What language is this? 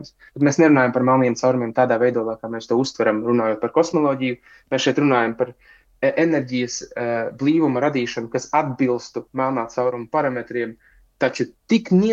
Latvian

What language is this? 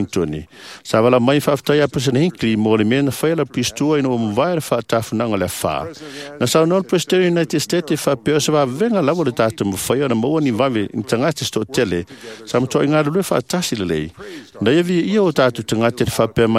Samoan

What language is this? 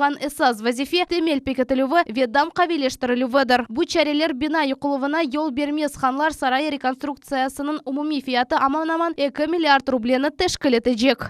Crimean Tatar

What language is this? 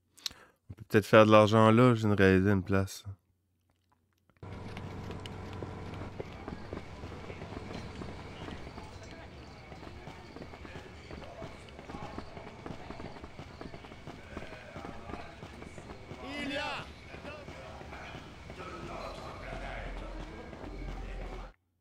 French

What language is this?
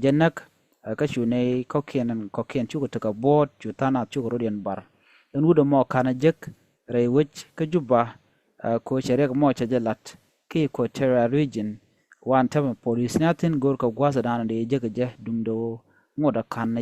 Nuer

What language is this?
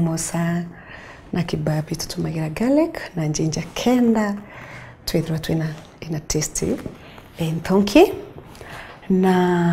Meru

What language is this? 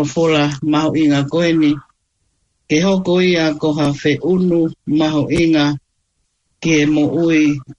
Tongan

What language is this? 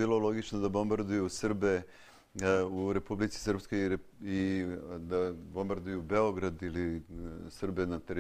Serbian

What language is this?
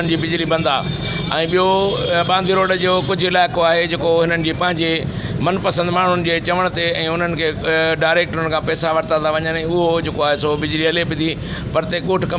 Sindhi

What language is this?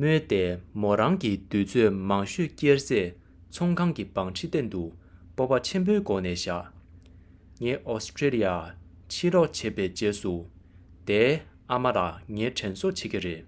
Tibetan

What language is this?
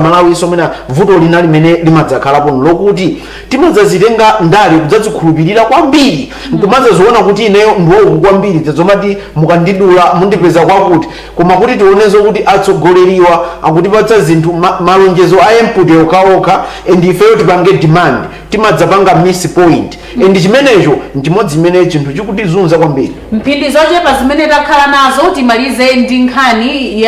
Nyanja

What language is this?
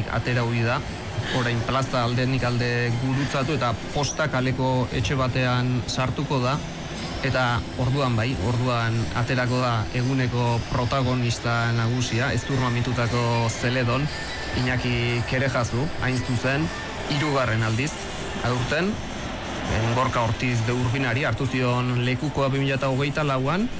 Basque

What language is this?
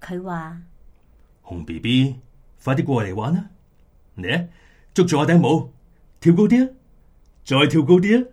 Cantonese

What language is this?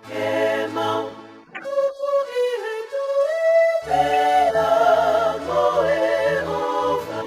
Tongan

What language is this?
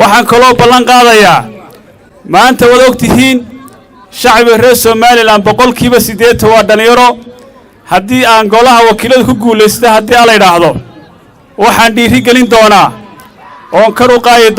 Somali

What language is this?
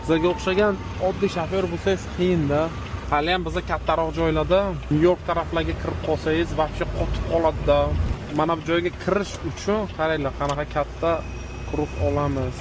Uzbek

